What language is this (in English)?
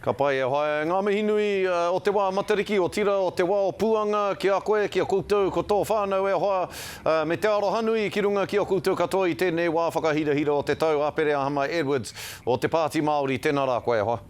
Māori